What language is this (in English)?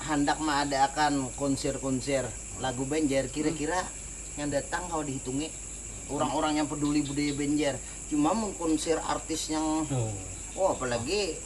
Banjar